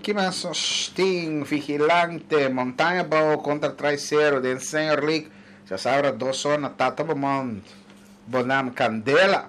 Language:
Papiamento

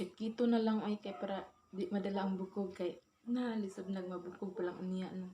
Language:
Cebuano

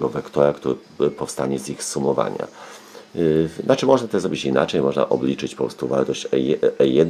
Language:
Polish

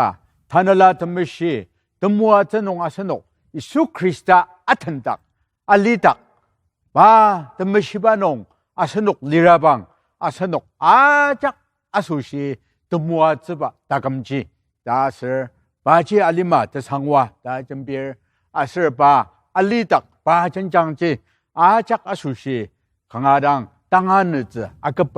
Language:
Ao Naga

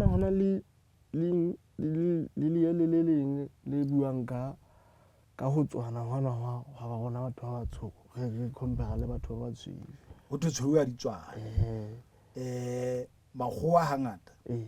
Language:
Southern Sotho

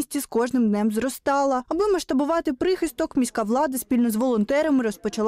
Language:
Ukrainian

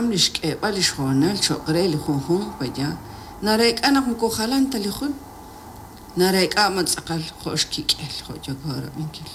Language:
Kekchí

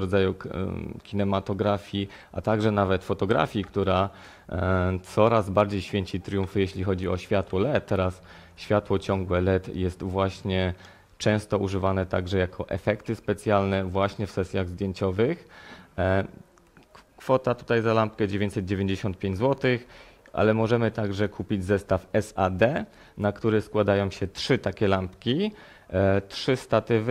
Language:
Polish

